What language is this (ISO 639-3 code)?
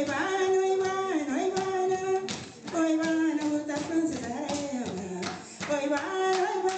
kea